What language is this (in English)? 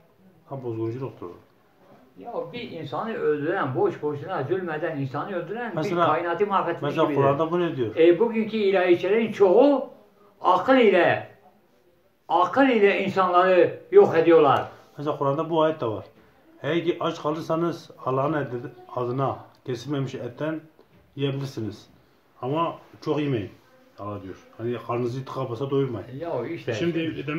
Turkish